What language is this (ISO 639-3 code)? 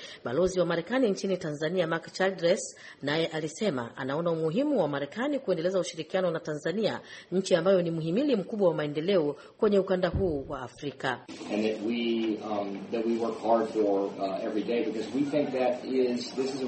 swa